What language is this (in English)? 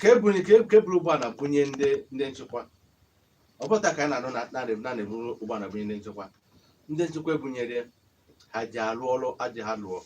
Igbo